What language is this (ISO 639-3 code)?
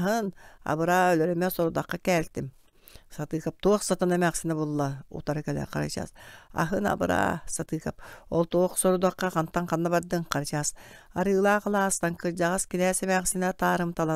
sah